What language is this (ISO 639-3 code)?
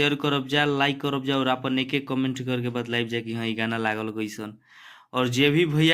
bho